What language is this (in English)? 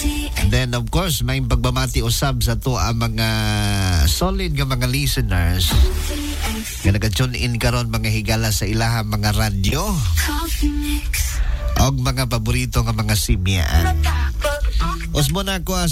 Cebuano